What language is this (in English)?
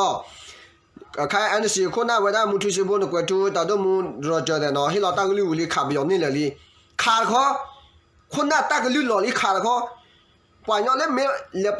S'gaw Karen